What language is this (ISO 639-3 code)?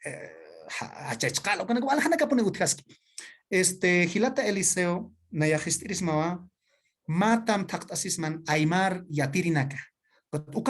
aym